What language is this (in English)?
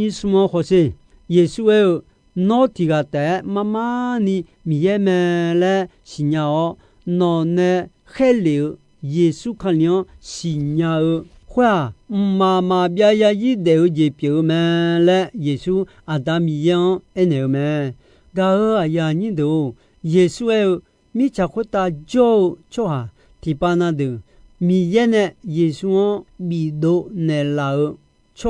Akha